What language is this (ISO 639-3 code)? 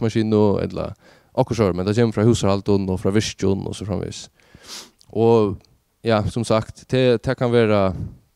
fao